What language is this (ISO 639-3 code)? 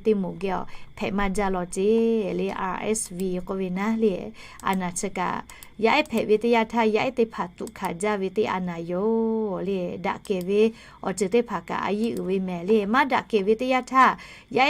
lhu